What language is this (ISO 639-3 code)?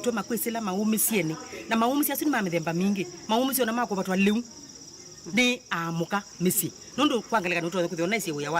kam